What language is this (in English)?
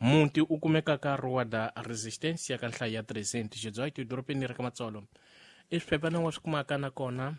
Tsonga